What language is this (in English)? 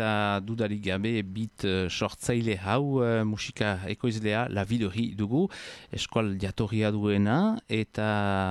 Basque